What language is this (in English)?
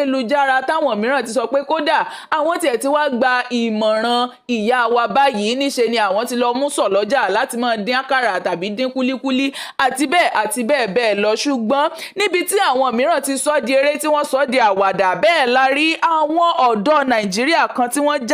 Yoruba